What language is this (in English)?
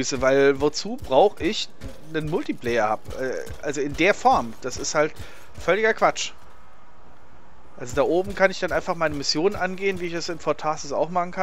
German